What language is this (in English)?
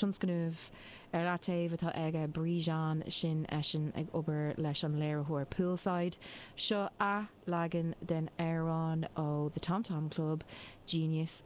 Irish